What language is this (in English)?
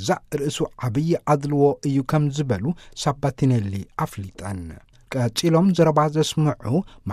Tigrinya